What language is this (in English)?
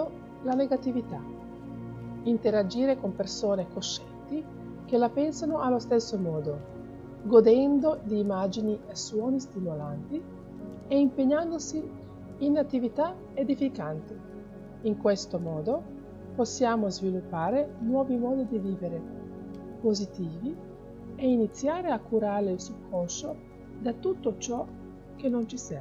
Italian